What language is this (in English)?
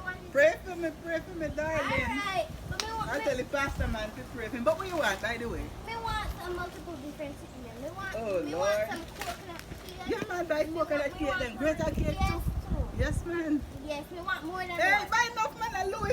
Jamaican Creole English